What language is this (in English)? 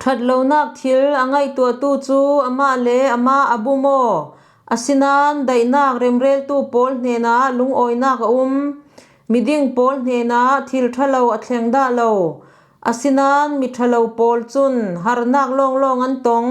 Falam Chin